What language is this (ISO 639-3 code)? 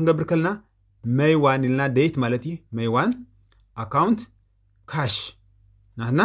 tir